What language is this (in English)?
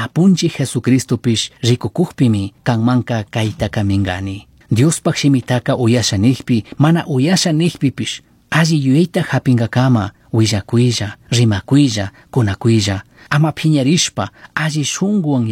Chimborazo Highland Quichua